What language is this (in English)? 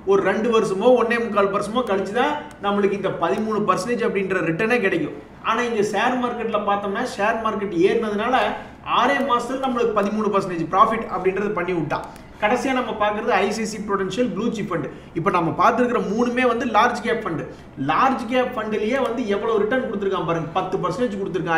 Tamil